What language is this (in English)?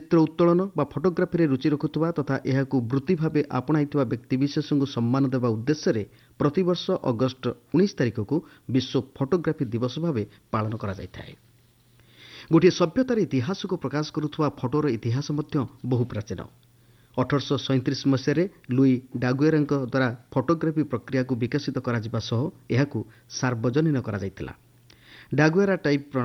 Odia